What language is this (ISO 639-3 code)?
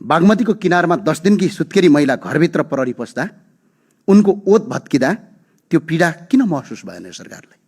nep